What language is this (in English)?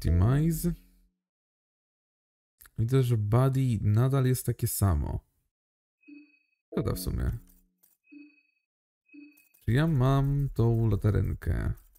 Polish